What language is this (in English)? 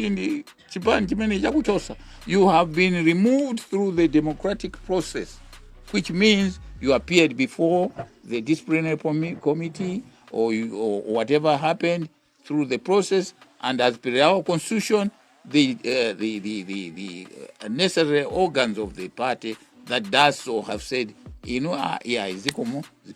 Nyanja